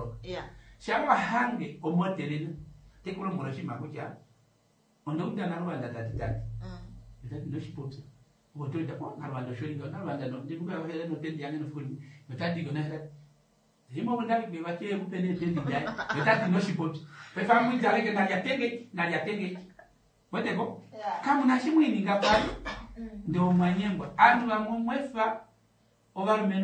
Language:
Kuanyama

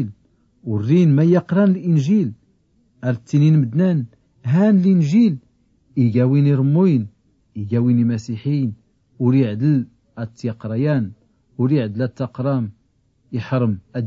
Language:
Tachelhit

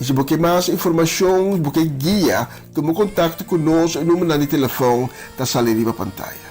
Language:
Papiamento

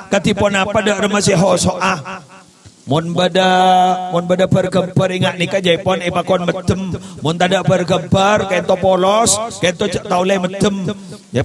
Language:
Madurese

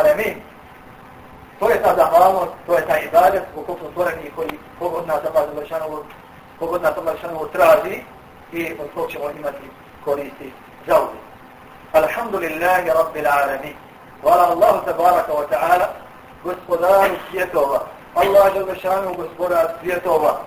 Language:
Bosnian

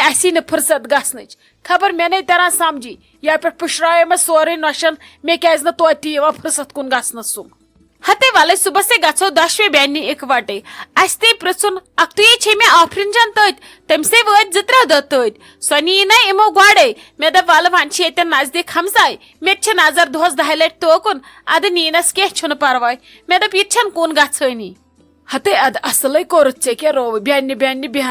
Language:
Kashmiri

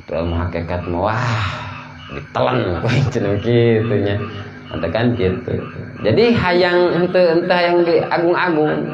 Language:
Sundanese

